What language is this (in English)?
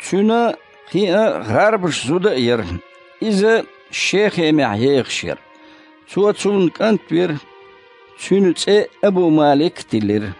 Chechen